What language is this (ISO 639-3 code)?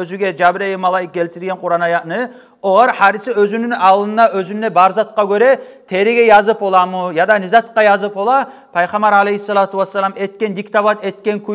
kum